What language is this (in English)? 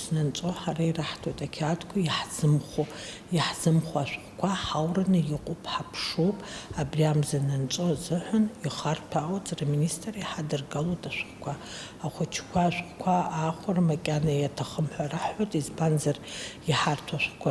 Abkhazian